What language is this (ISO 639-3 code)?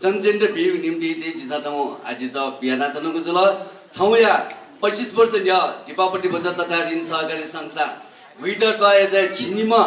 new